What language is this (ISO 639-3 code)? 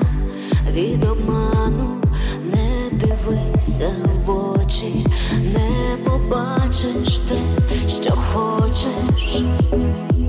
ukr